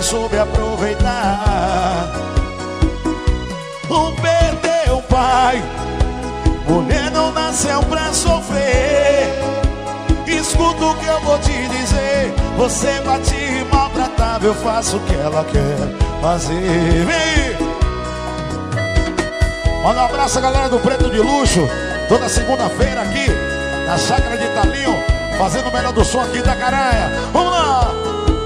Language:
Portuguese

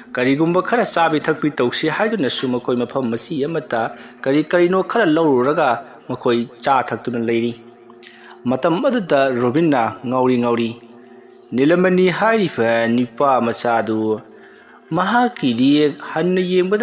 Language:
Manipuri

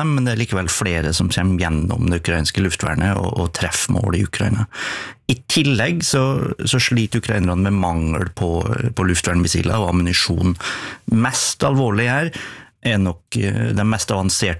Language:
Norwegian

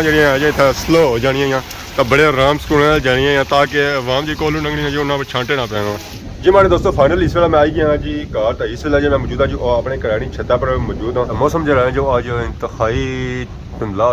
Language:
Pahari-Potwari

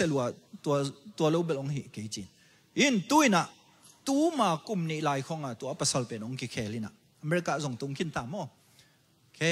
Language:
Tedim Chin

